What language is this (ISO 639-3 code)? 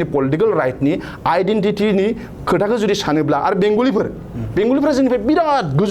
brx